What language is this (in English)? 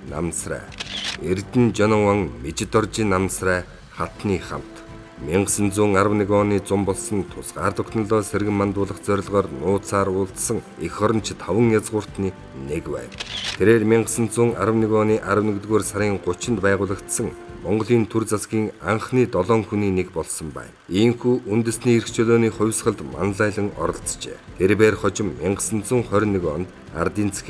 Mongolian